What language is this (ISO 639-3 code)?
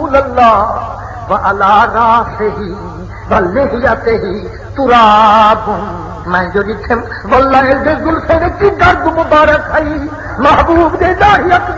skr